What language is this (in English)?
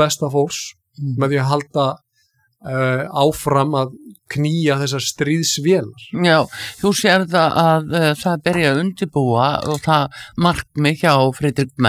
Icelandic